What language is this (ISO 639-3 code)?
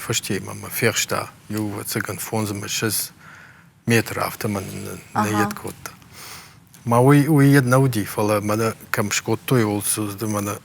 oss